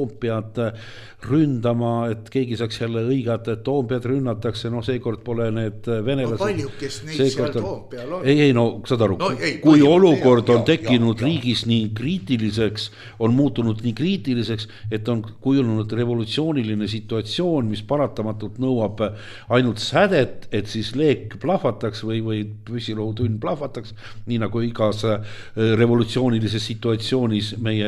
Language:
Estonian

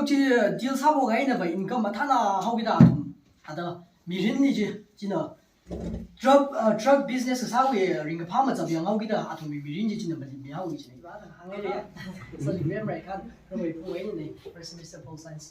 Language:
Tangkhul Naga (India)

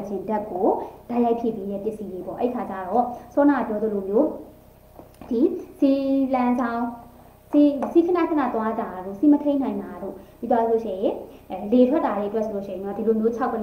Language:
Burmese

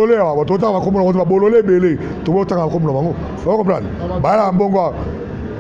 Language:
Lingala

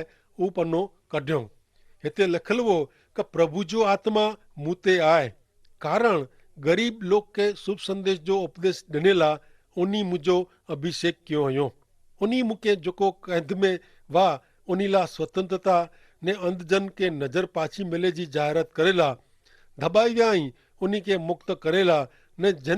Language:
Kachhi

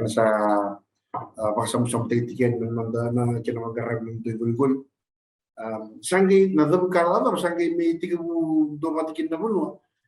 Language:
Fijian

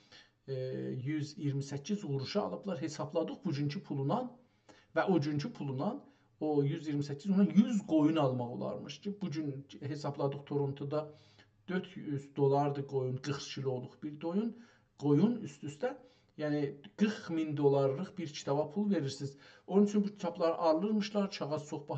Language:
South Azerbaijani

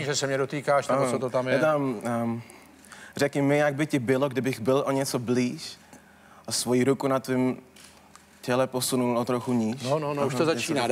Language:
Czech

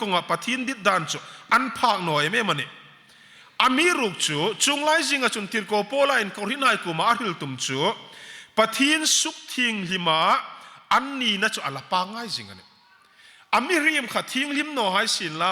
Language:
Hmar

